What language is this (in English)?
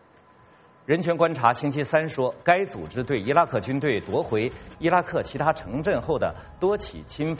Chinese